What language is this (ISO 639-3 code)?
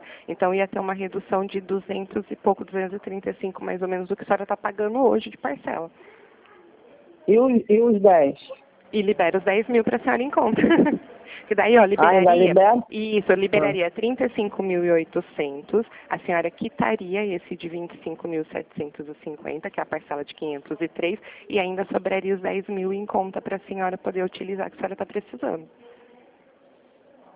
por